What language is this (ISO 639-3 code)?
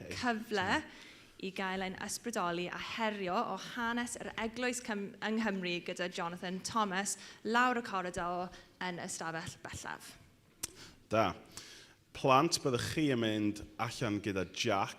cym